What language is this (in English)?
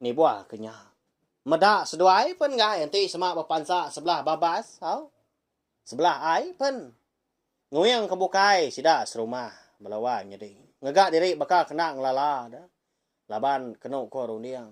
Iban